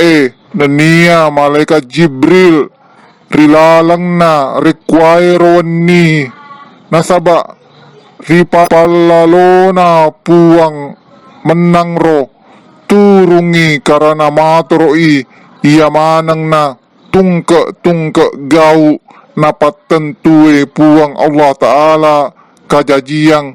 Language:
Buginese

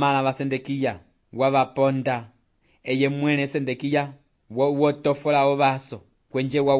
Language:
Umbundu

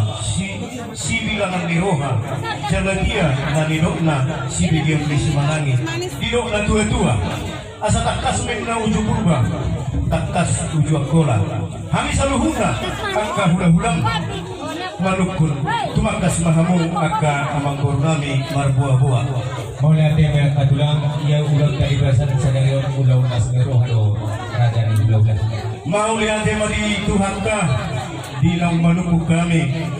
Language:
Batak Toba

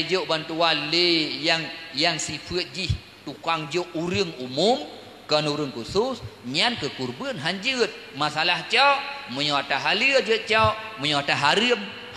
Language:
Achinese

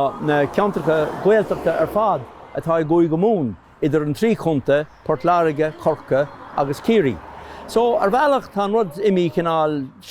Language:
Irish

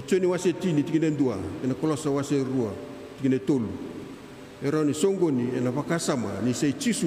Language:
Fijian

